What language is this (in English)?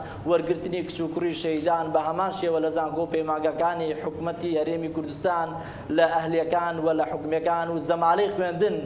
Central Kurdish